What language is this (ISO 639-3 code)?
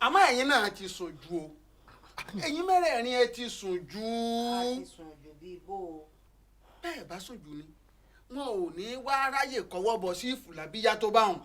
yor